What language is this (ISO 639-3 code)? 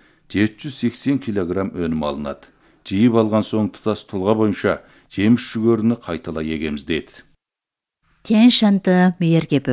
kaz